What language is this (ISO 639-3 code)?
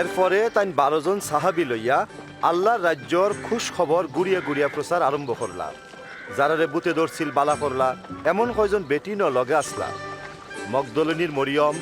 syl